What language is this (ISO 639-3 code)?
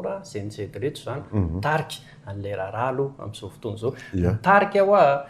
mlg